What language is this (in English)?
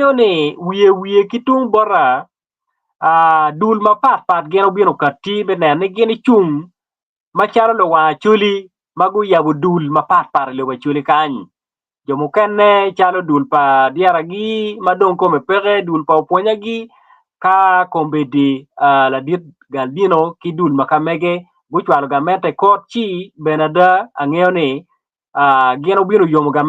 Acoli